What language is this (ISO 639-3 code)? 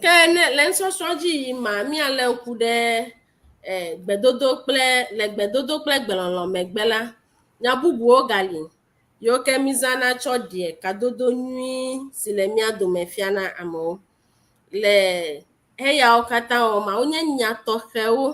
ewe